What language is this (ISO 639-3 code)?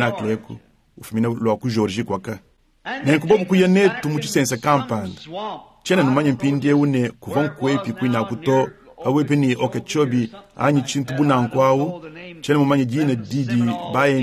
lua